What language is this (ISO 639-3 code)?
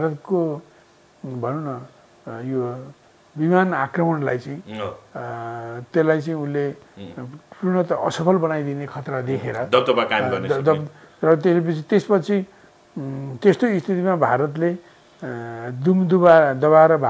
nep